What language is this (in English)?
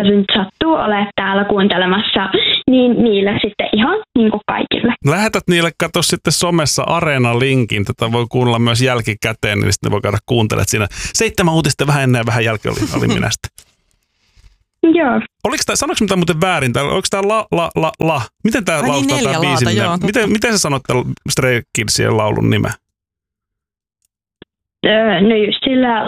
Finnish